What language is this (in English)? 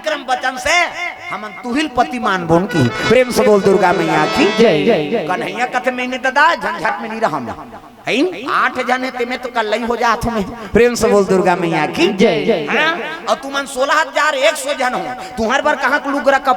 Chhattisgarhi